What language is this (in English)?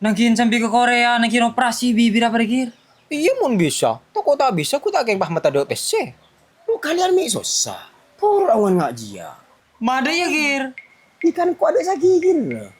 Madurese